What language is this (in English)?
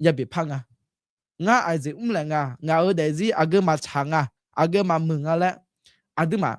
Akha